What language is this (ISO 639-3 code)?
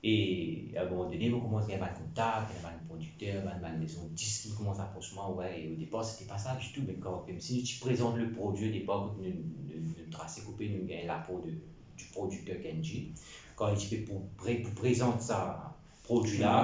mfe